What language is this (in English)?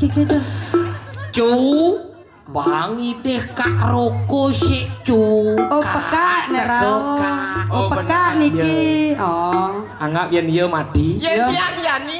Balinese